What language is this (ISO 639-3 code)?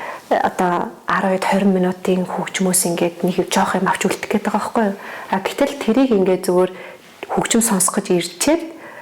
mon